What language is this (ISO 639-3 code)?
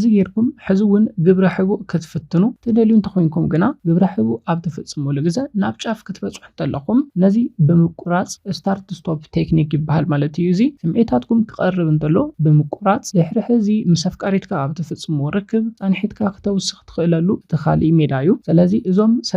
tir